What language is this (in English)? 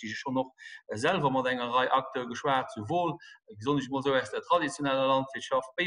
Luxembourgish